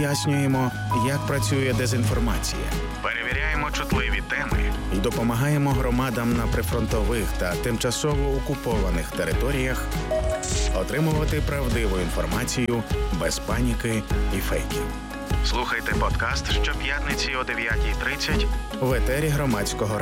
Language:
Ukrainian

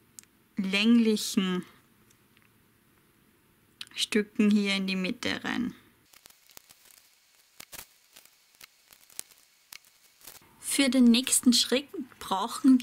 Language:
German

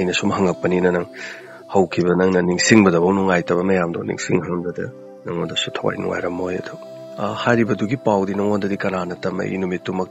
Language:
Manipuri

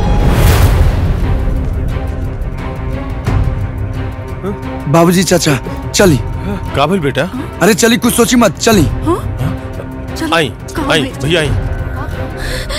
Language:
Bhojpuri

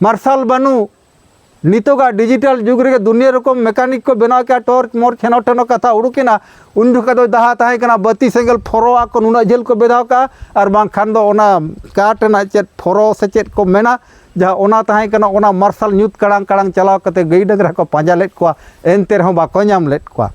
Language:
Santali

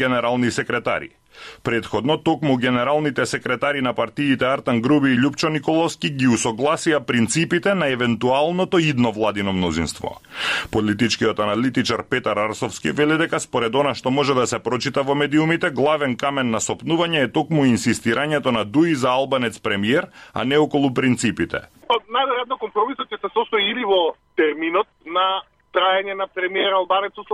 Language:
Macedonian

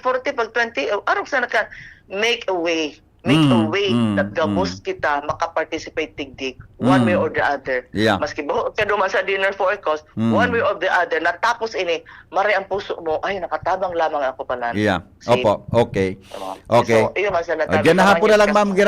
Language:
Bikol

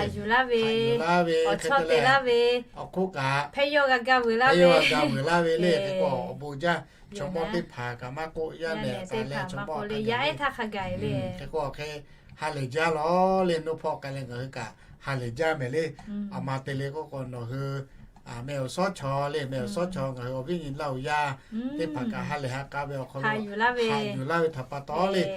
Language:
Lahu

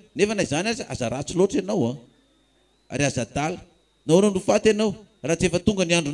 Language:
Malagasy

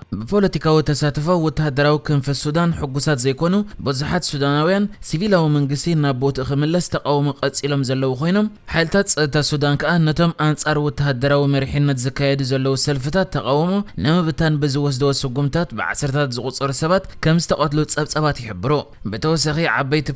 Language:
Tigrinya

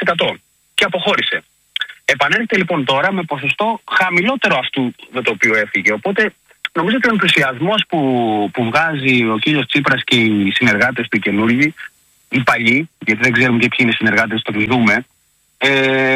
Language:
Greek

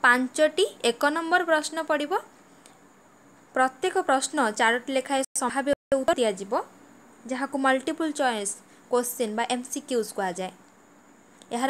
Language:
Odia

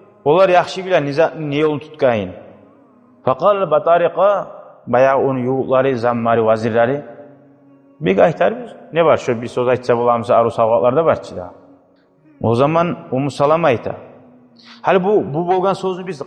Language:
Kumyk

